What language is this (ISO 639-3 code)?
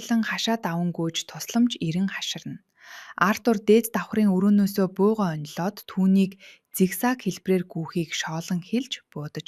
mon